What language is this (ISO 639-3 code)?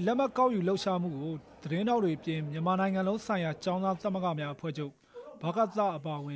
mya